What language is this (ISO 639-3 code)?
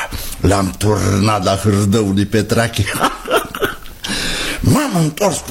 ron